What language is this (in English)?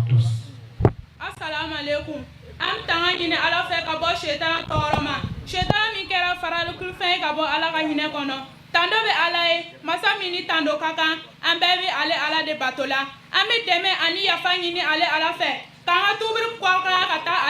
Bambara